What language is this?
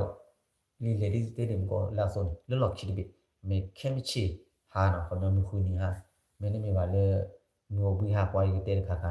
S'gaw Karen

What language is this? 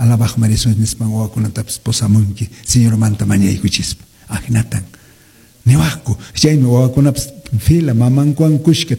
Quechua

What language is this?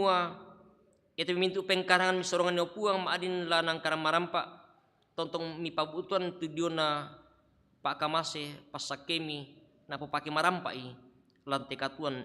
Toraja-Sa'dan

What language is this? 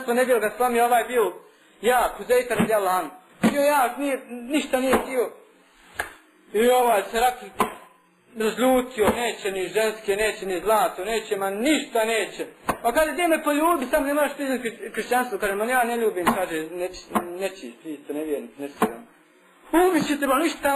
Bosnian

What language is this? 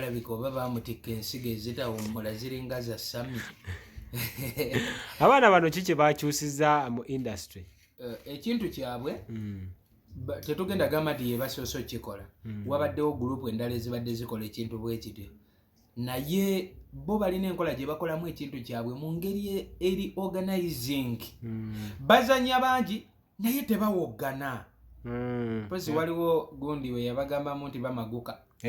Ganda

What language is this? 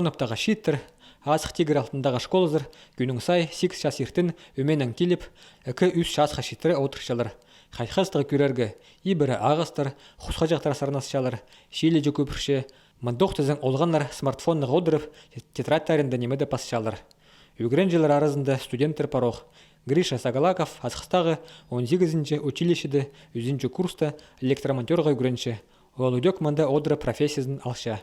Khakas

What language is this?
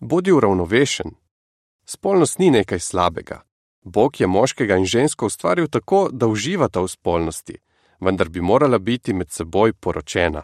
Slovenian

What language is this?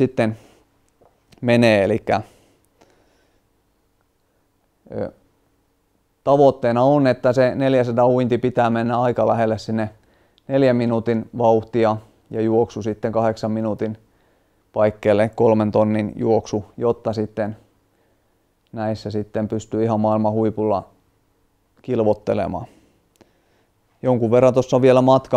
Finnish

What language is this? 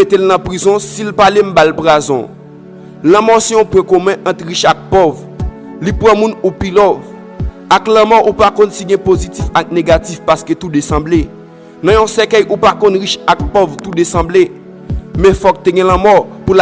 Haitian Creole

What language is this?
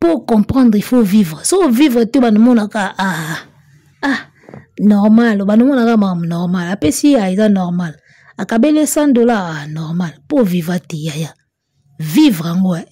Lingala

